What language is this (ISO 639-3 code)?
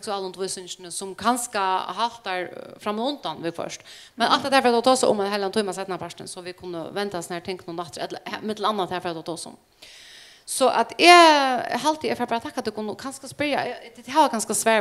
fao